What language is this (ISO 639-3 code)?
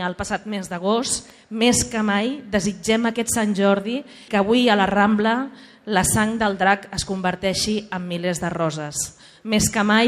cat